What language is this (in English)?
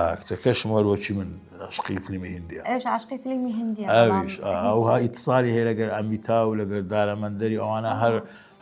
Central Kurdish